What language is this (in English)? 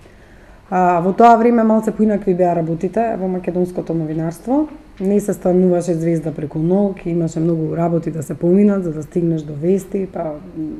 Macedonian